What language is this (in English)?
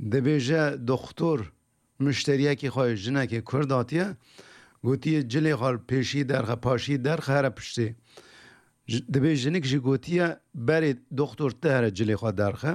Kurdish